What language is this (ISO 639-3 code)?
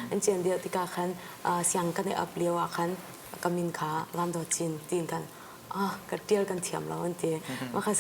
cnh